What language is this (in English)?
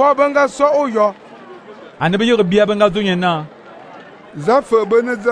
Fang